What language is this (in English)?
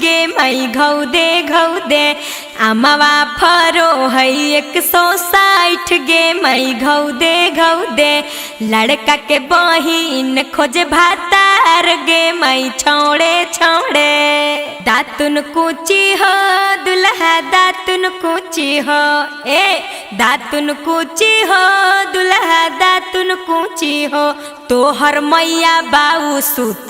Magahi